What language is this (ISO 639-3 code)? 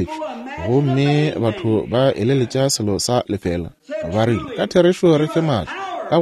nso